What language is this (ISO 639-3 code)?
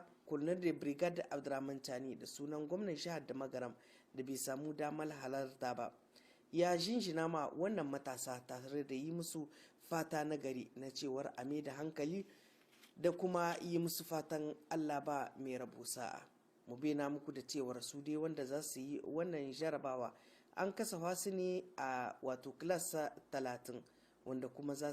hau